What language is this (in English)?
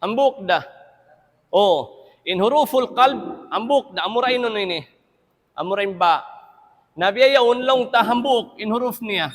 Tausug